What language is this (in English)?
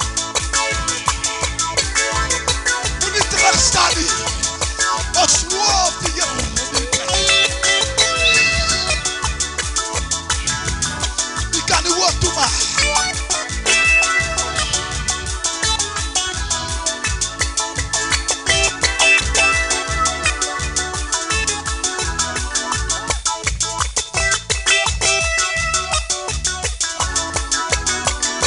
Afrikaans